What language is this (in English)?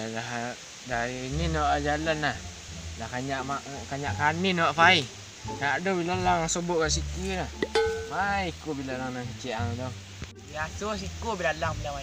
Minangkabau